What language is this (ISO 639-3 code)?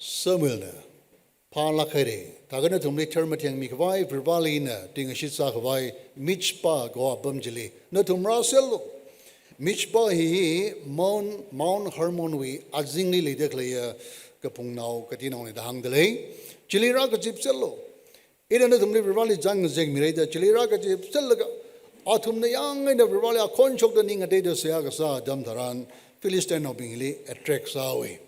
nmf